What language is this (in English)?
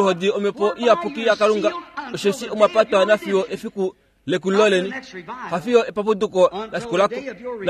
Kuanyama